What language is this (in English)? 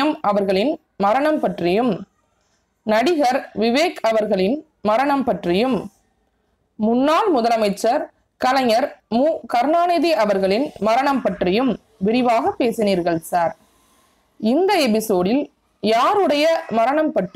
Tamil